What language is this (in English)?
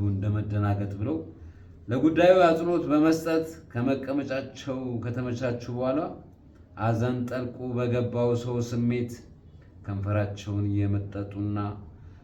Amharic